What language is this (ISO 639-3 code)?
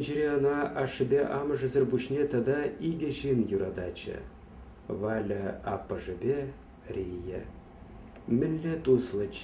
chv